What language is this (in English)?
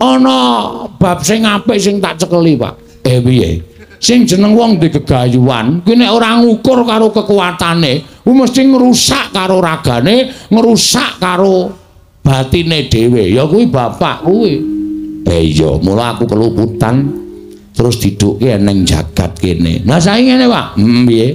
Javanese